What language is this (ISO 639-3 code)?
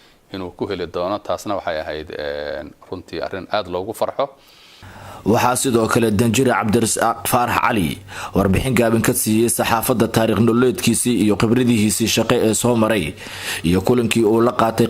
som